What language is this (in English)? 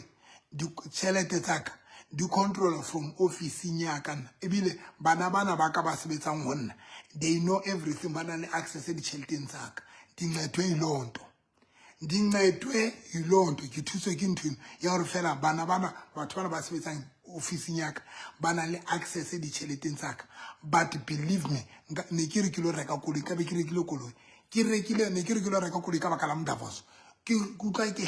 Southern Sotho